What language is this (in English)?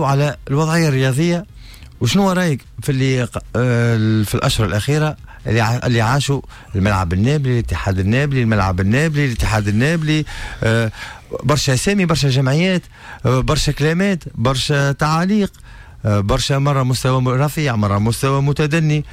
Tunisian Arabic